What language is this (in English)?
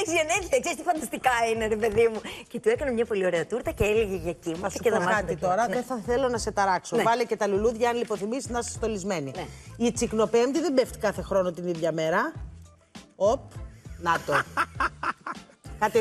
Greek